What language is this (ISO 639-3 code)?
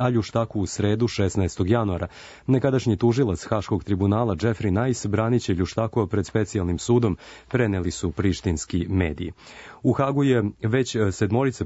srp